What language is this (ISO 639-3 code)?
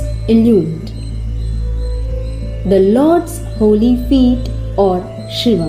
tam